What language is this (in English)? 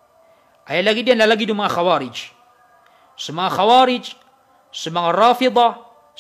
Maranao